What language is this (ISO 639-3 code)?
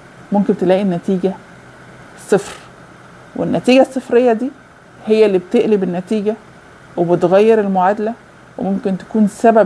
arz